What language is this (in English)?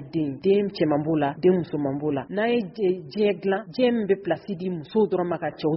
Bambara